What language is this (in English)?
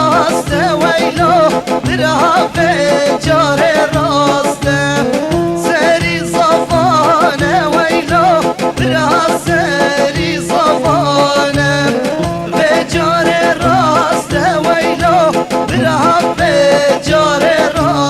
Kurdish